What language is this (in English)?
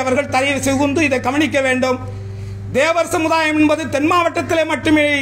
Tamil